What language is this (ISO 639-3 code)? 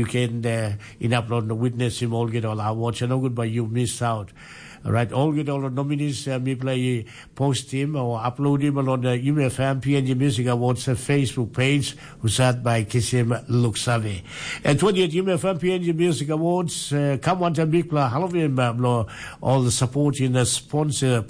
tpi